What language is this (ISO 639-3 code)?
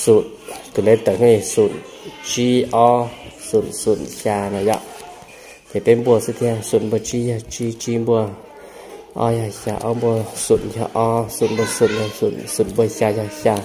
hmn